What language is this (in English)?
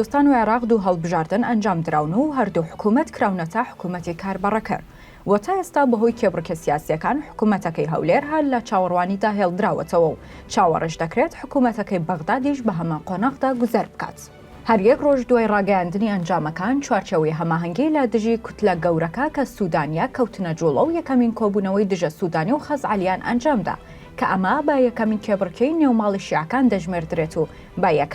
Central Kurdish